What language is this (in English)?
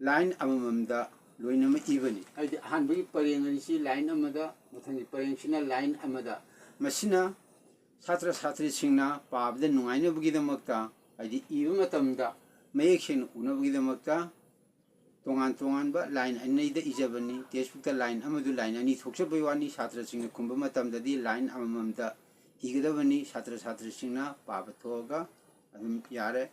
Manipuri